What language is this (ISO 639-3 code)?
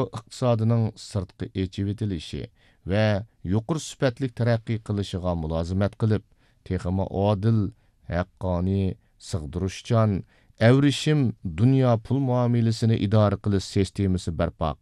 uig